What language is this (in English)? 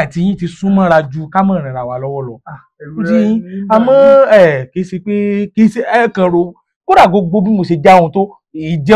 Yoruba